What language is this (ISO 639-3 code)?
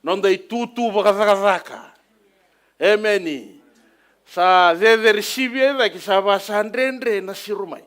fij